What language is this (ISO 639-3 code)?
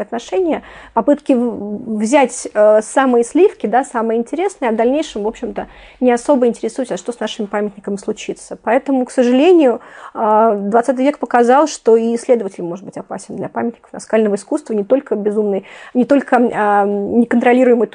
rus